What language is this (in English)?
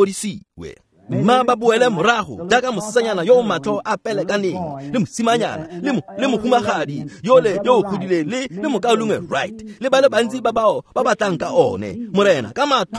Tswana